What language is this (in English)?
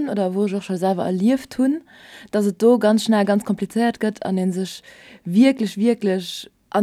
Luxembourgish